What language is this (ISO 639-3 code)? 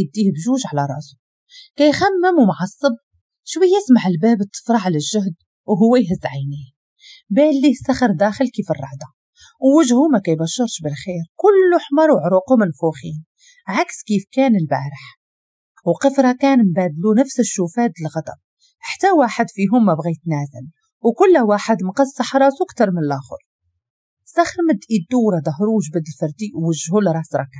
ary